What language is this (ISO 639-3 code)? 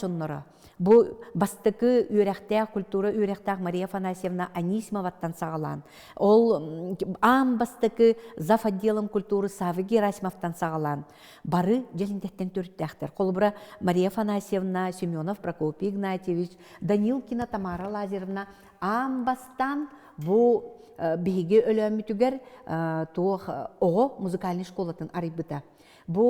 sah